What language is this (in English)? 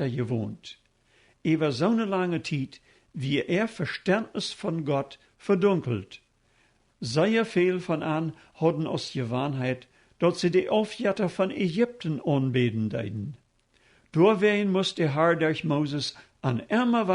Plautdietsch